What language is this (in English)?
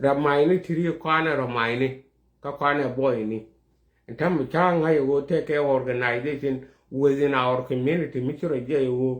Nuer